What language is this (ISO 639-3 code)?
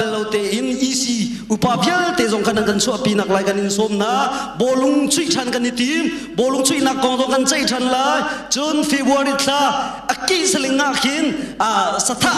cnh